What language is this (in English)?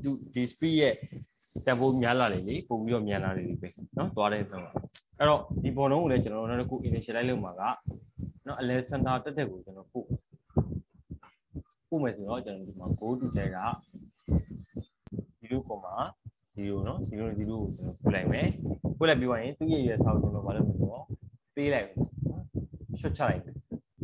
Burmese